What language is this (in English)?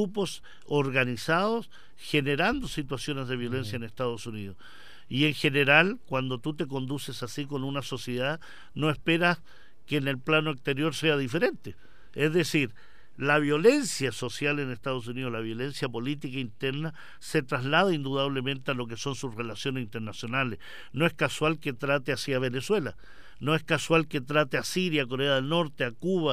Spanish